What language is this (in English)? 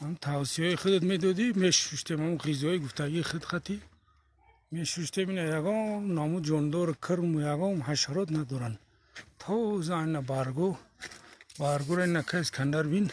Tajik